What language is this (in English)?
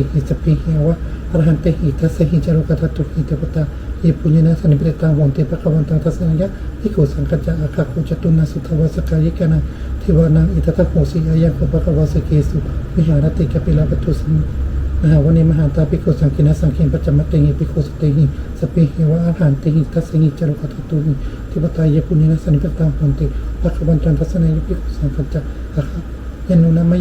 Pali